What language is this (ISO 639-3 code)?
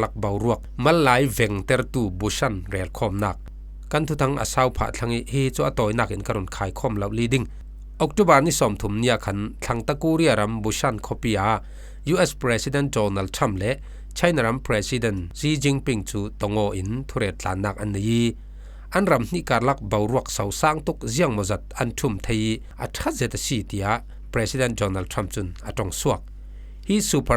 cfm